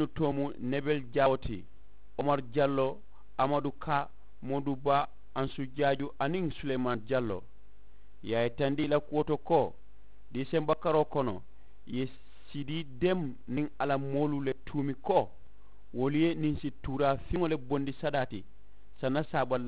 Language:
Mandingo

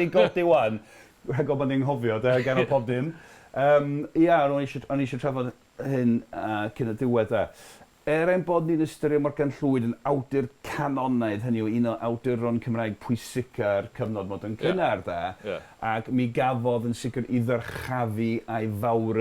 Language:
Welsh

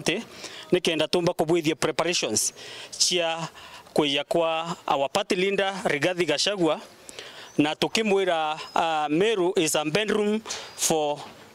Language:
Meru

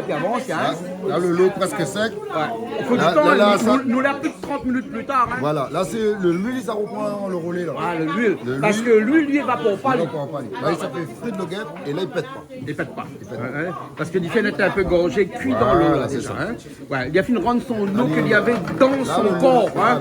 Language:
Réunion Creole French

